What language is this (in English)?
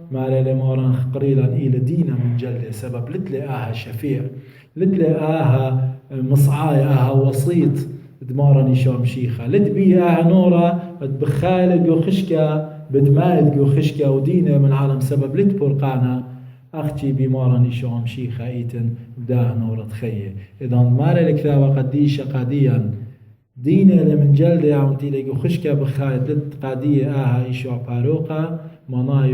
Assyrian Neo-Aramaic